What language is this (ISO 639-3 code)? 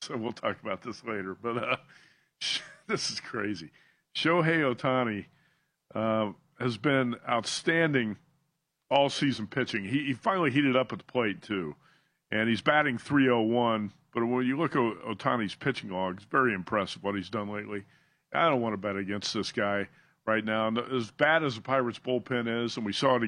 eng